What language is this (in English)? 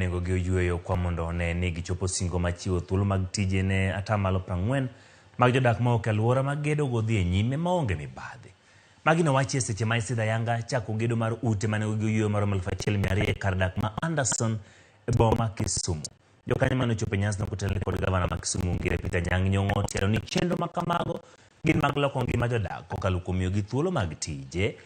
Luo (Kenya and Tanzania)